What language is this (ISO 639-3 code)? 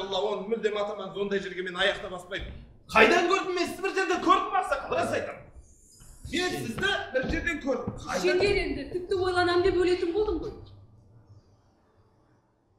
kaz